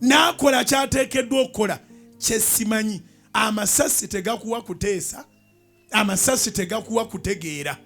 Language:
Ganda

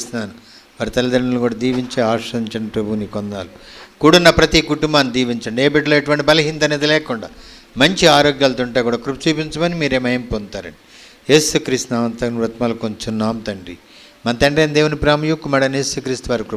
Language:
Telugu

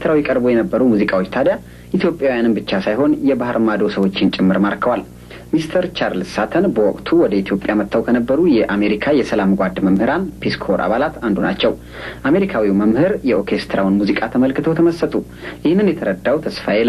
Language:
Amharic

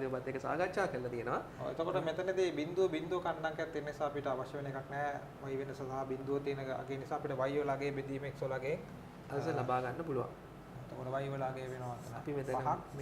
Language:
Sinhala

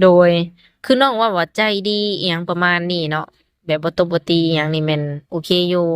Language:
Lao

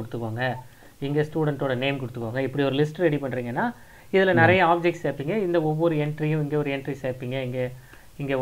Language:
Tamil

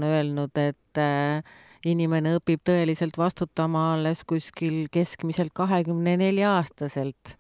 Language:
Estonian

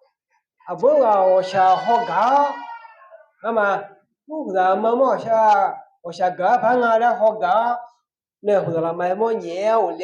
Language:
Akha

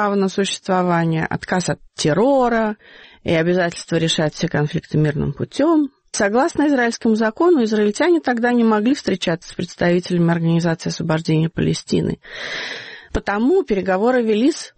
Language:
Russian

